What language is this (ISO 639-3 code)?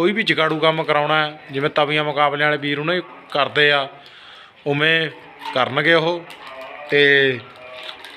pan